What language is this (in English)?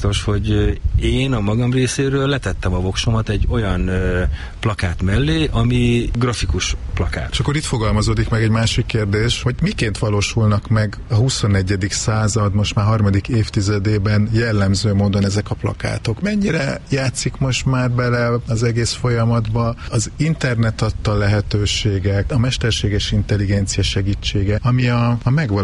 Hungarian